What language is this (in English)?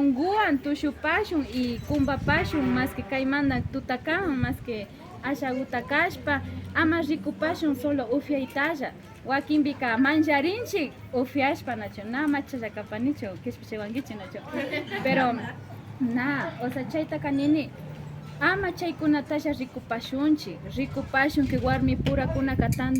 Imbabura Highland Quichua